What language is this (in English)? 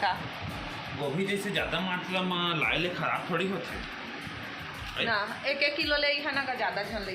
Chhattisgarhi